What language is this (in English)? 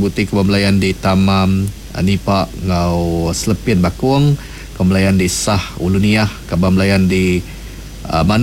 Iban